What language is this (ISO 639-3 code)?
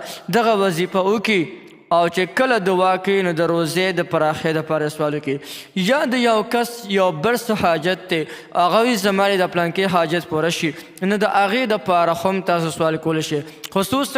pus